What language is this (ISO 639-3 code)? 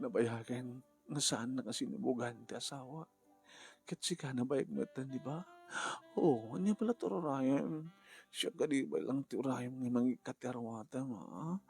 ilo